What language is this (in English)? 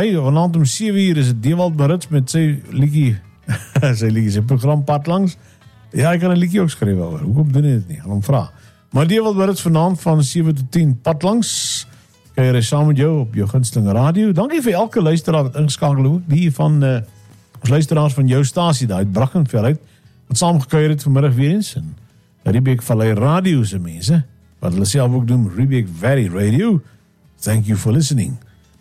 Afrikaans